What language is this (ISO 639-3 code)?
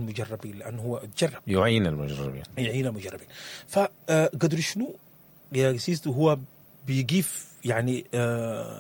apd